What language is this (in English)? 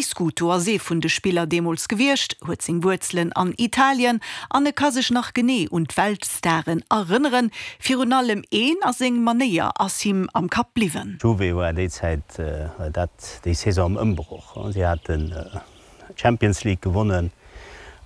Luxembourgish